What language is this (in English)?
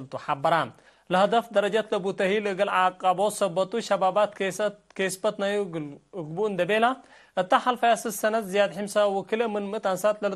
Tigre